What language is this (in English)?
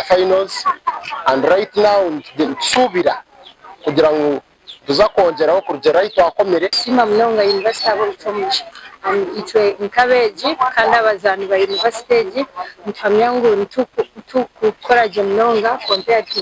Nyankole